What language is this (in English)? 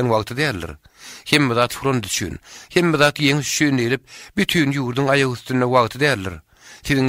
Turkmen